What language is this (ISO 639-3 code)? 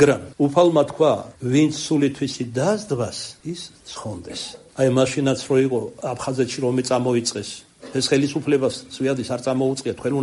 kat